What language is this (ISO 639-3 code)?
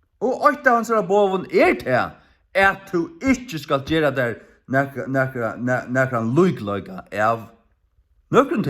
fao